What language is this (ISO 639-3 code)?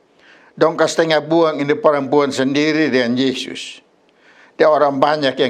mkn